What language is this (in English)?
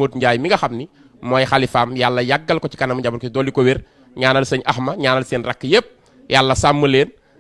Wolof